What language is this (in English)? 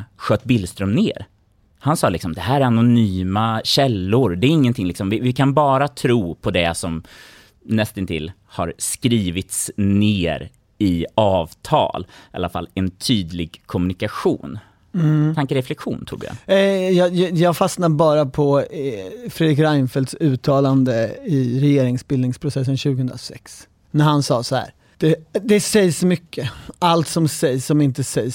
Swedish